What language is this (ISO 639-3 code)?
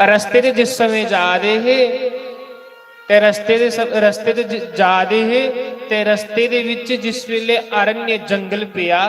doi